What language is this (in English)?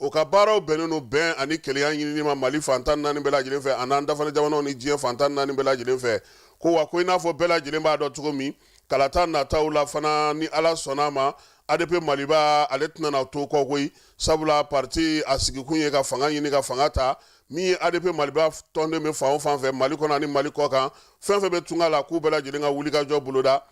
Bambara